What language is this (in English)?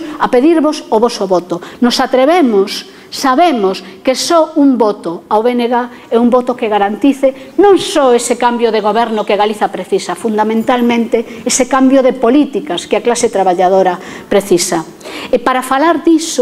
Galician